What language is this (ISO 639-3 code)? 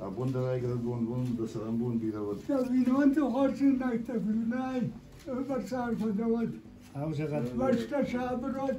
oss